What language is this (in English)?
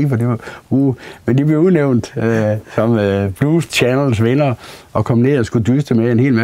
Danish